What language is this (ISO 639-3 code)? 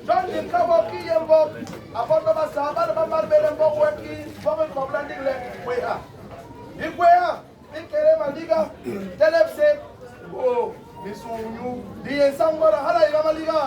bas